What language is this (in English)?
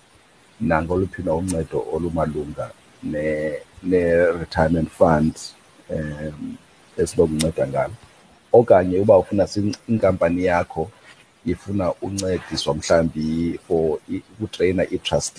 Xhosa